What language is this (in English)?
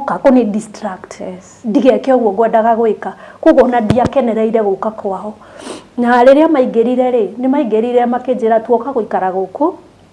Kikuyu